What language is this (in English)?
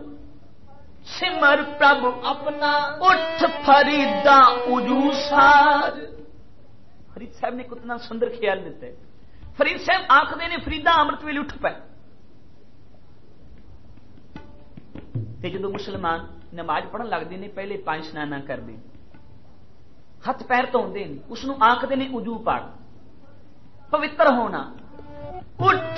Punjabi